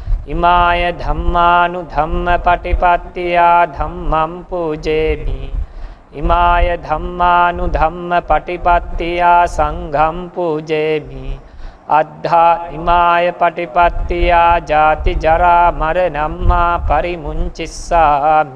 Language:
Pali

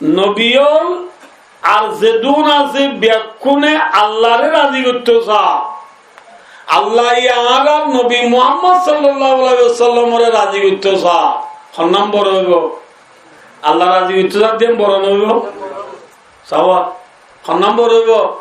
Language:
Rohingya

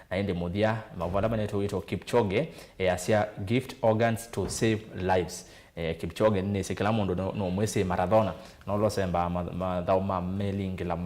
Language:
Kamba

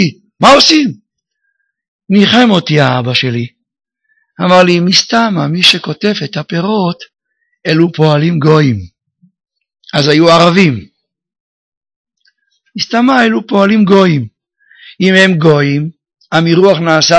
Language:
Hebrew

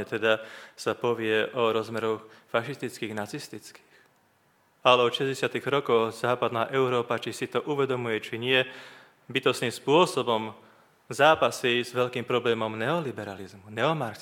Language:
Slovak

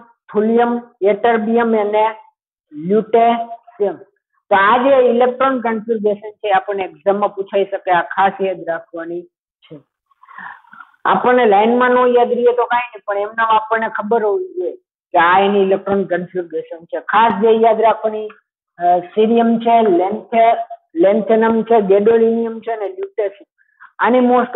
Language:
Gujarati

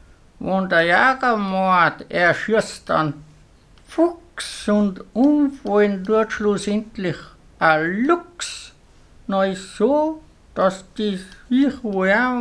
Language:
Bavarian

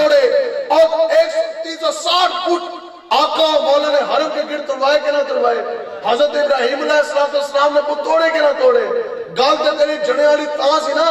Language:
Urdu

